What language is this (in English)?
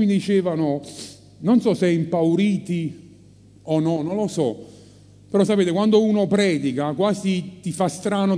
Italian